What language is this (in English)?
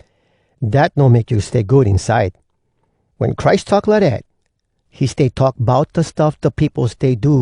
Hawai'i Creole English